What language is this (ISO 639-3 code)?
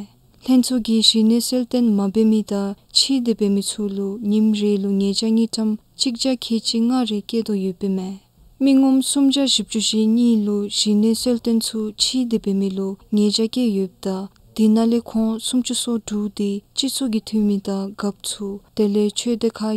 dzo